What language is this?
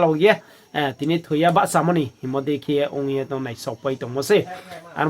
Riang (India)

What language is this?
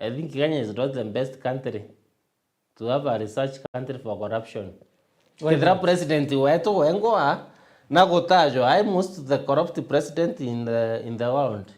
Meru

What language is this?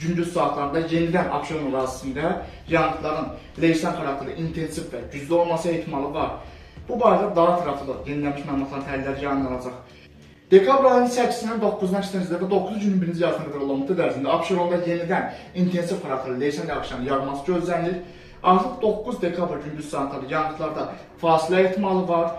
Azerbaijani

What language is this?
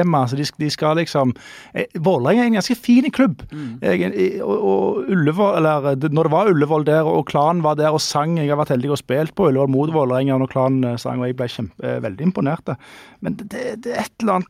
Norwegian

